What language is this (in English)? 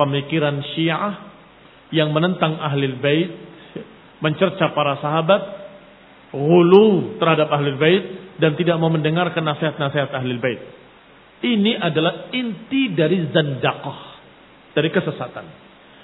Indonesian